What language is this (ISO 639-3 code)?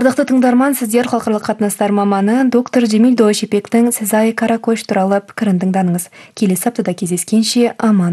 kaz